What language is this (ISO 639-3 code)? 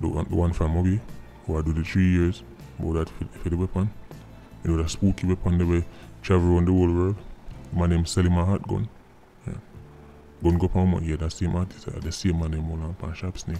jam